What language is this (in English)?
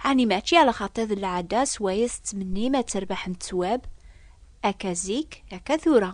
Kabyle